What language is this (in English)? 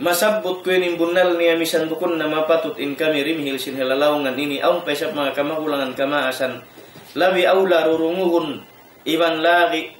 Tausug